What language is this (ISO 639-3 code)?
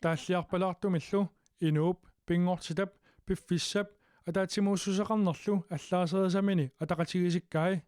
kal